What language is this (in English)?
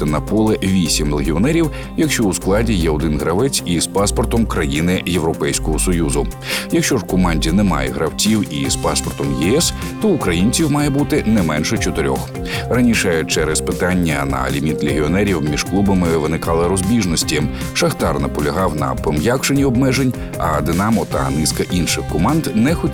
Ukrainian